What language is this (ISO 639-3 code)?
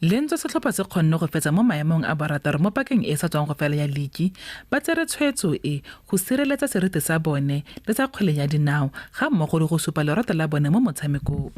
tsn